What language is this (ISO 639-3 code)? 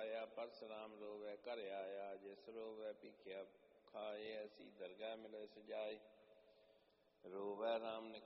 pan